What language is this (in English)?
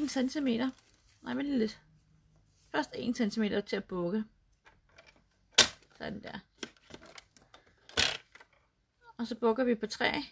Danish